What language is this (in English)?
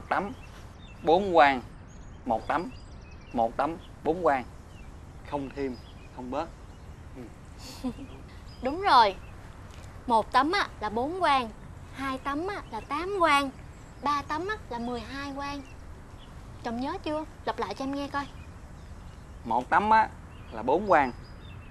Vietnamese